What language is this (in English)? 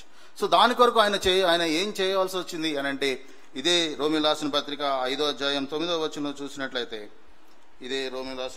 Telugu